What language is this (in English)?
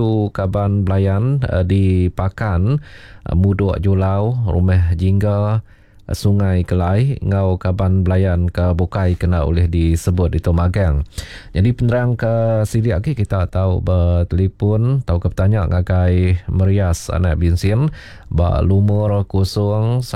Iban